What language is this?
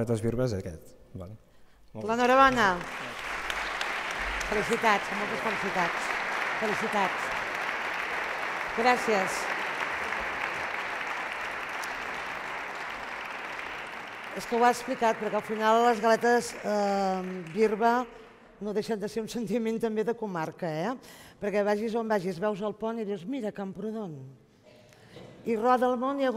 Catalan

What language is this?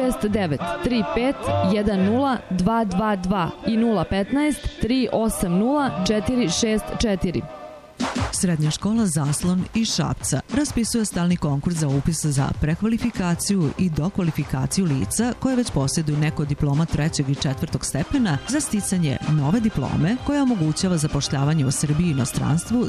Serbian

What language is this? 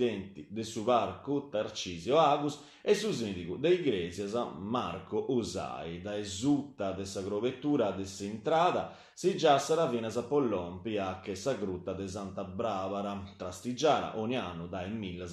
Sardinian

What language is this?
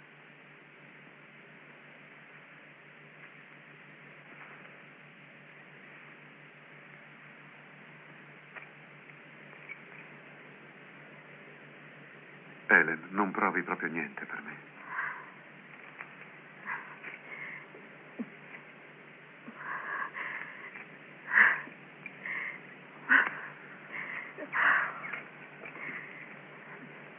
Italian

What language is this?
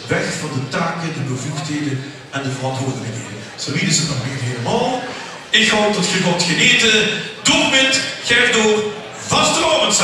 Limburgish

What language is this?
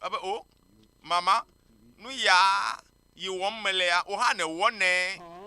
Ewe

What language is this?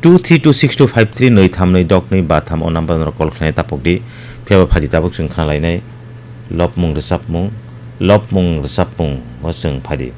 Kok Borok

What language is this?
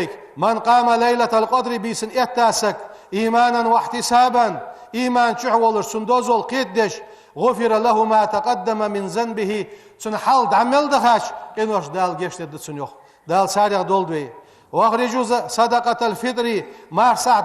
Ingush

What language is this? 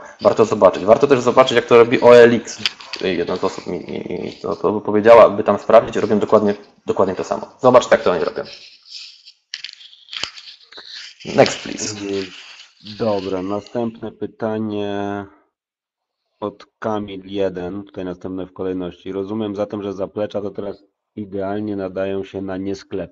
Polish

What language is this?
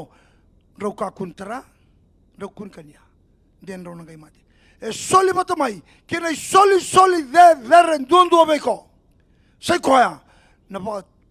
Fijian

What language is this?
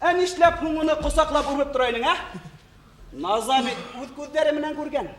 Bashkir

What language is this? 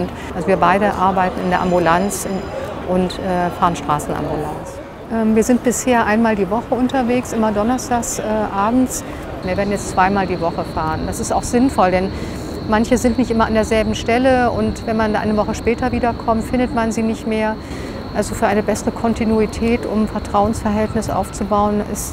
German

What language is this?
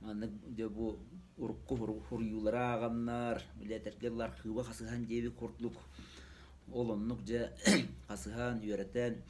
Yakut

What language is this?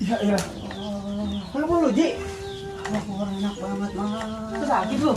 Betawi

